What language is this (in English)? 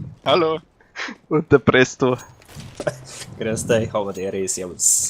Bavarian